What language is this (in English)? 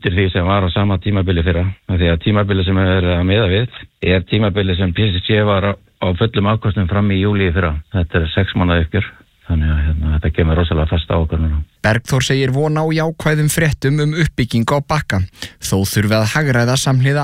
Icelandic